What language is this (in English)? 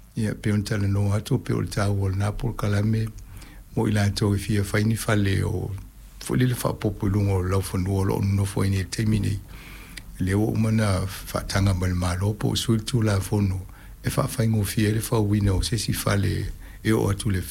Samoan